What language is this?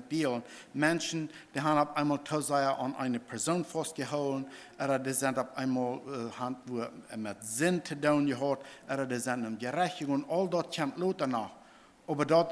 Plautdietsch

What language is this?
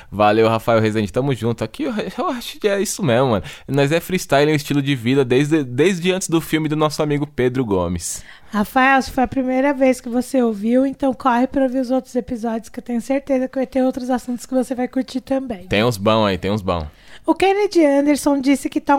Portuguese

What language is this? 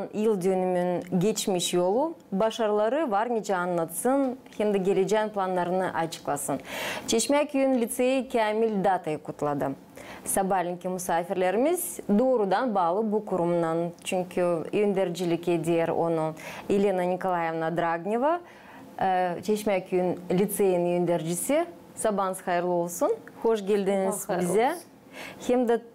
Gagauz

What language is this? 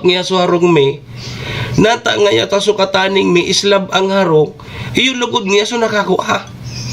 Bikol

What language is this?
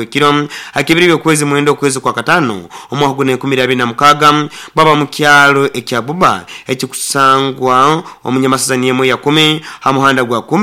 Nyoro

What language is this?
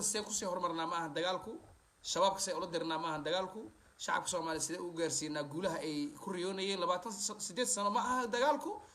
Somali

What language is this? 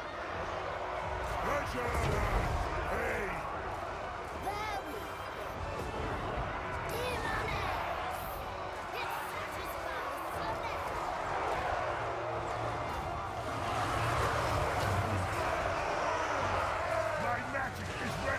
Portuguese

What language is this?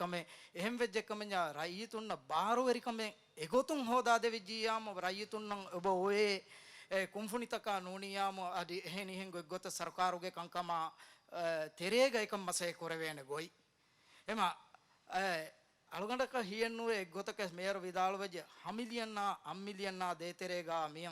Divehi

